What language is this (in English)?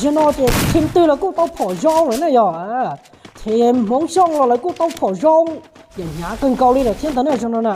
Hmong